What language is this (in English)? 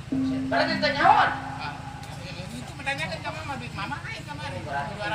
Sundanese